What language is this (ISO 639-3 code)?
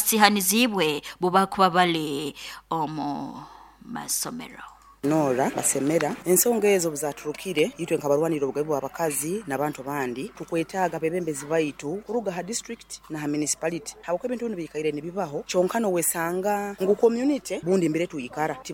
nyo